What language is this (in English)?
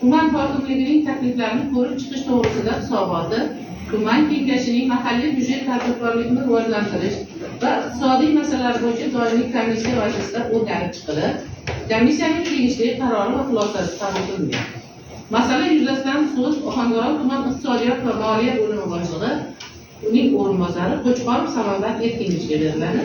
Uzbek